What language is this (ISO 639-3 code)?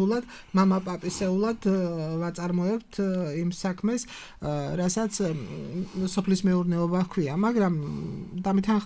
kat